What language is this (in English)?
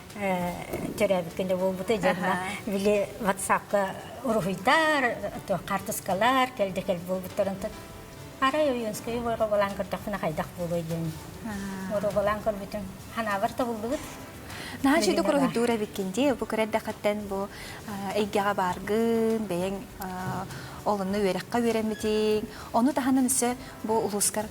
Yakut